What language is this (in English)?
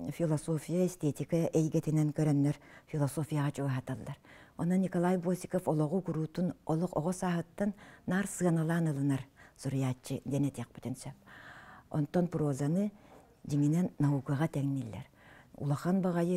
Yakut